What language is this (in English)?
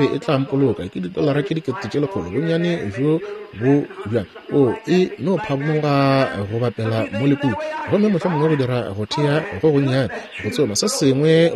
Northern Sotho